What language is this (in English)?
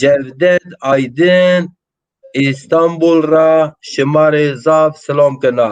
Zaza